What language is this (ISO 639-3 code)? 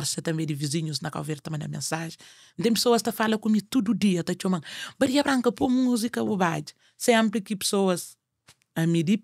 kea